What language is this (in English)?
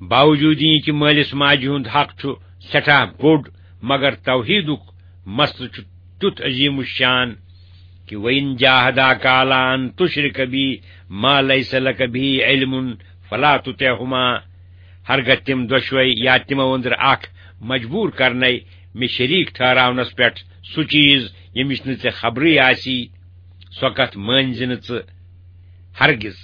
Kashmiri